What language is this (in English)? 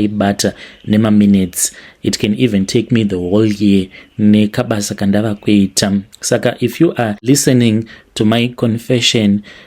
Shona